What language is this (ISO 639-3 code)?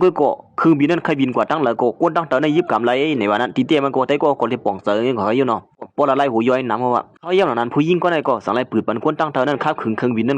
shn